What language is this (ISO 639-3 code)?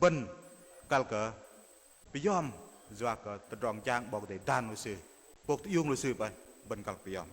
bdq